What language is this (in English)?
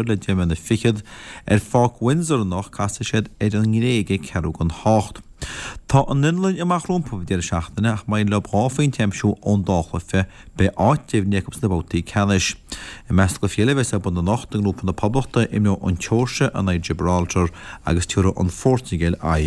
Irish